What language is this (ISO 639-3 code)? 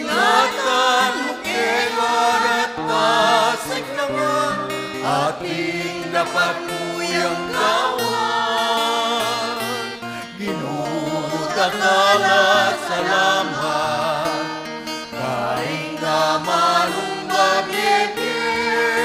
pam